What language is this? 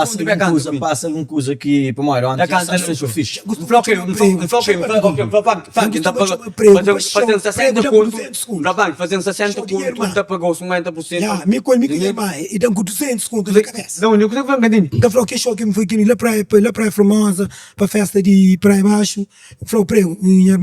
Kabuverdianu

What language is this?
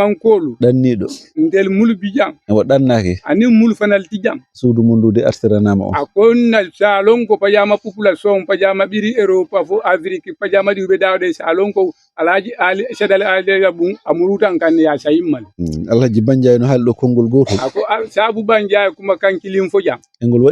Fula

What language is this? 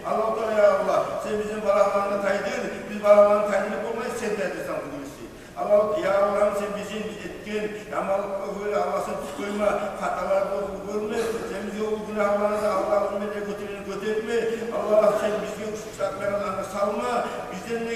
Kumyk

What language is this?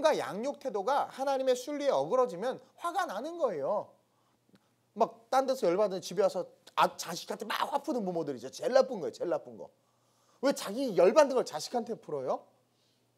Korean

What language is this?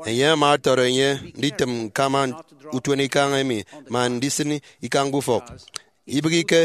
Efik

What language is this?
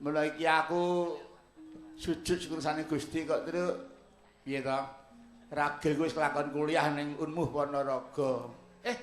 Javanese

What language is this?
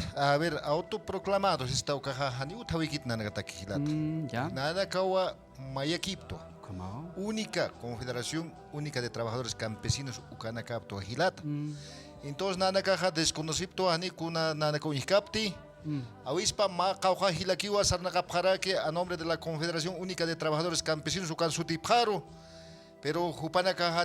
Aymara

